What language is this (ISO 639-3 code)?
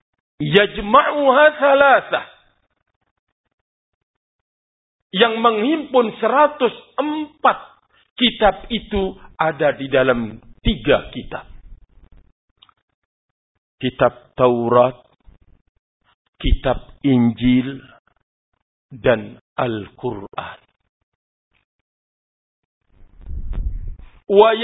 ind